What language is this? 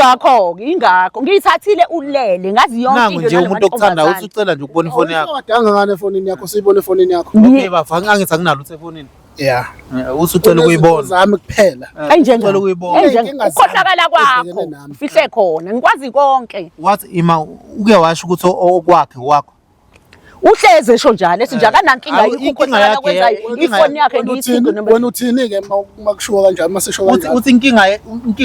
Zulu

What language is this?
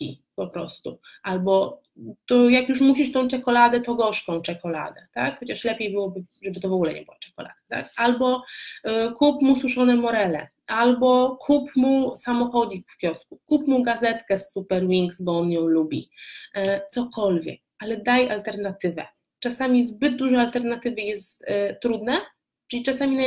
Polish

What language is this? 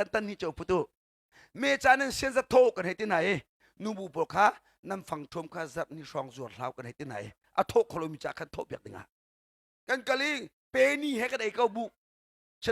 Hakha Chin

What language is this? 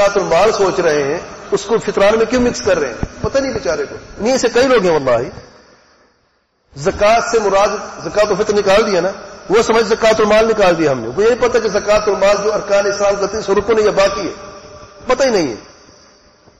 Urdu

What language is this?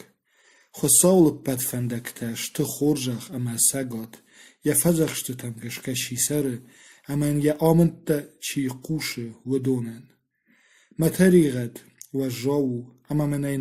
Ossetic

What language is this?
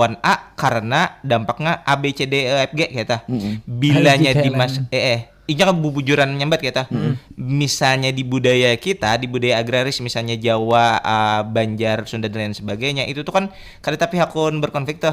Banjar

